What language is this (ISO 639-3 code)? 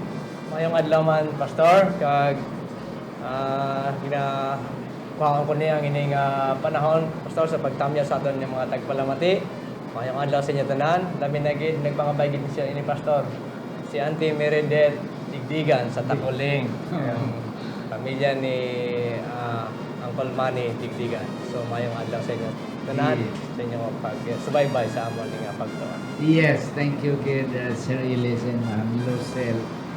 hil